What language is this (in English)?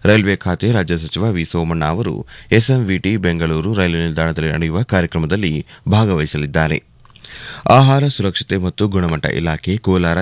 Kannada